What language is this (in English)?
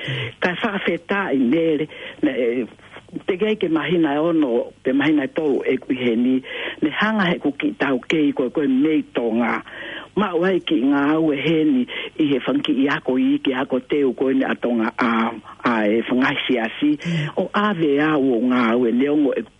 Tongan